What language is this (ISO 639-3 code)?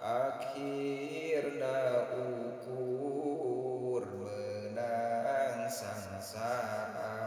sun